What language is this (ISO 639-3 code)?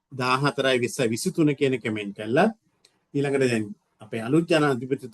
sin